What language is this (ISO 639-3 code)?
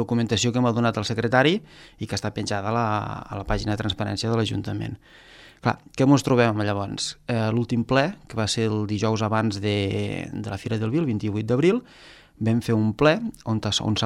cat